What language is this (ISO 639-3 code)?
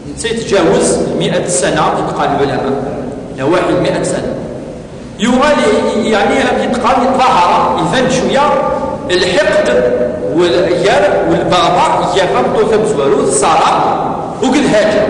kab